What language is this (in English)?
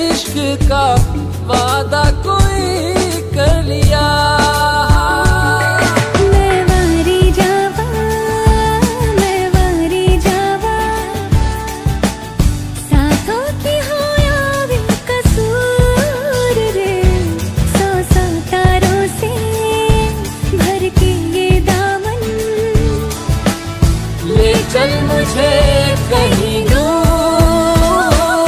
Hindi